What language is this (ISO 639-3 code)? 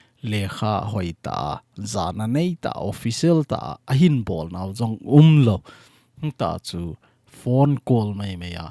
tcz